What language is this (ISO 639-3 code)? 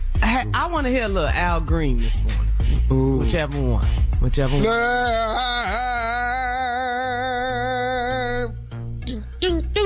eng